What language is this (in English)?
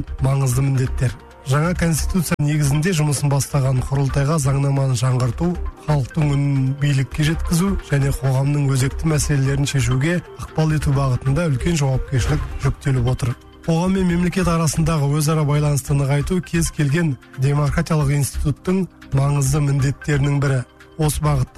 Kazakh